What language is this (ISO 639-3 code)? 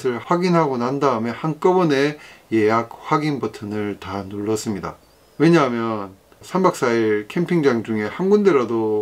kor